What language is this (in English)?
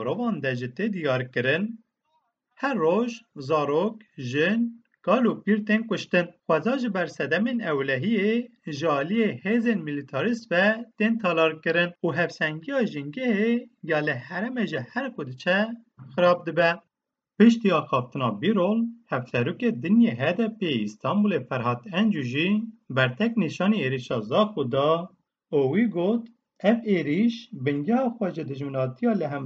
Kurdish